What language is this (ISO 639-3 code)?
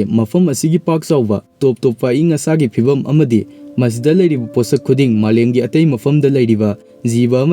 mni